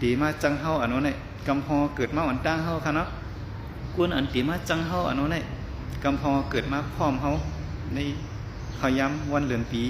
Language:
Shan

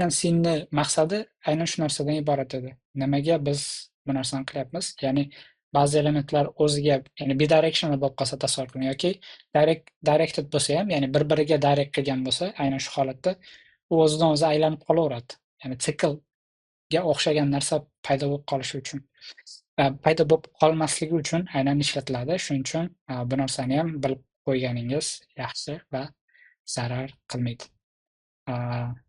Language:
Uzbek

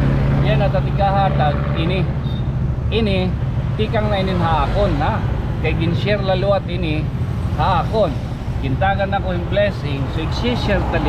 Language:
Waray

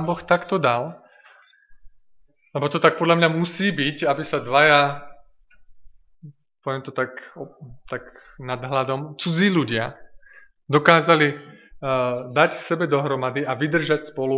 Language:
Slovak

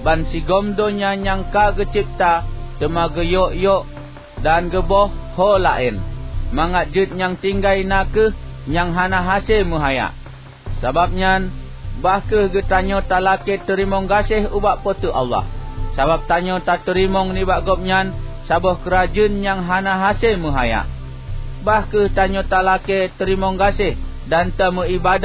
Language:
Achinese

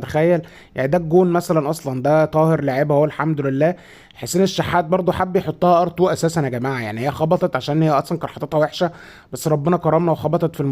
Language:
Egyptian Arabic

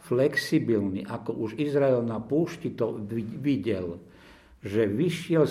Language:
Slovak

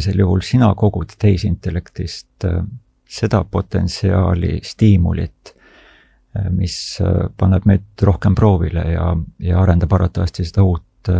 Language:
Estonian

